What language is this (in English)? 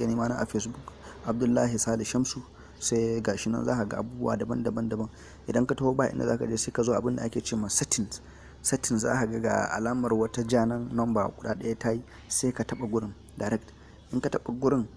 Hausa